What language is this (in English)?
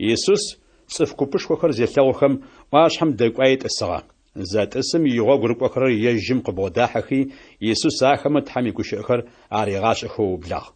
Adyghe